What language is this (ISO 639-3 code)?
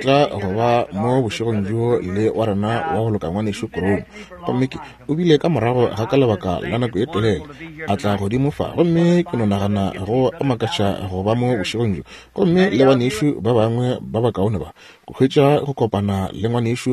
nso